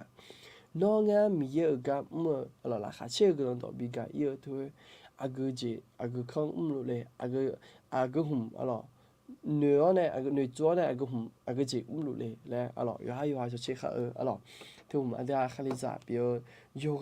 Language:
Akha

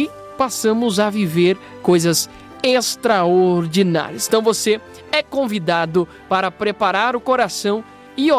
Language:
Portuguese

